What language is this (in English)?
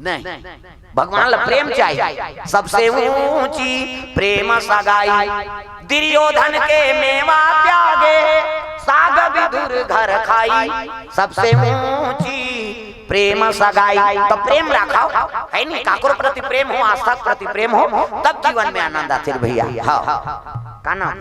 Chhattisgarhi